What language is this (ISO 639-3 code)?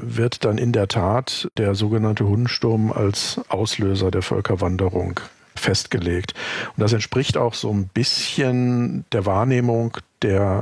deu